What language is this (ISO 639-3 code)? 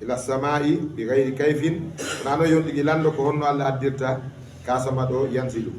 ful